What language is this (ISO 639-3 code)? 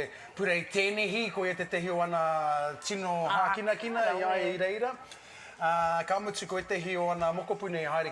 mri